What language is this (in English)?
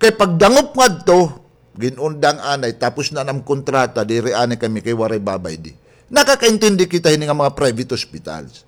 Waray